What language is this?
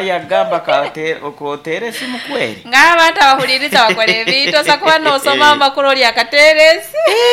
Nyankole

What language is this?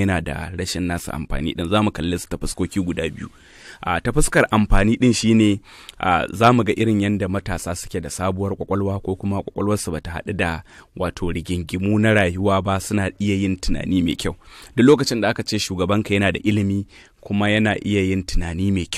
Hausa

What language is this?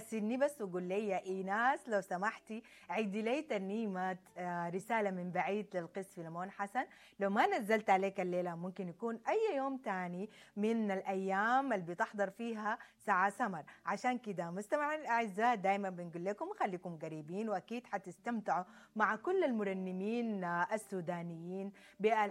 Sudanese Arabic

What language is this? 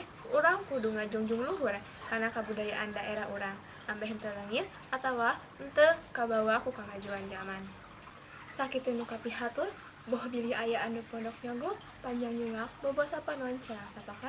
Sundanese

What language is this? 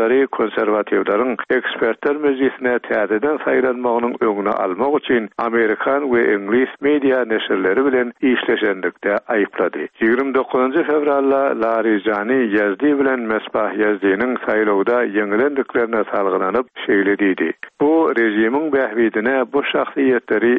Turkmen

